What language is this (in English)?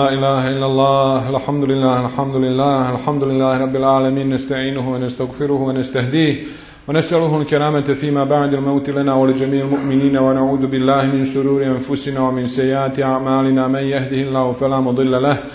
Bosnian